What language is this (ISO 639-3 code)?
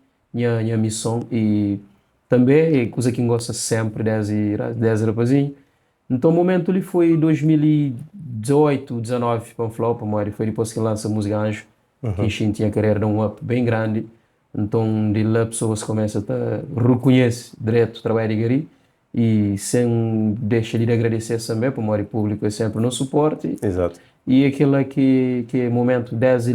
kea